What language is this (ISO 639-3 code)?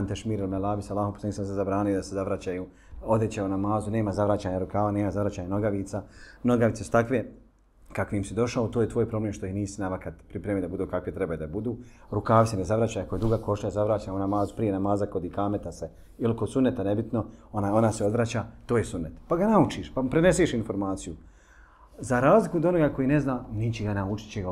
bos